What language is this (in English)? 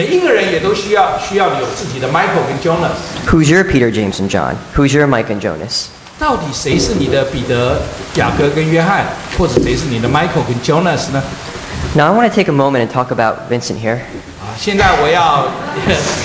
Chinese